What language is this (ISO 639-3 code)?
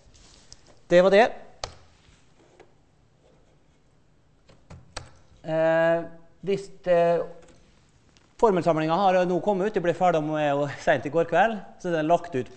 nor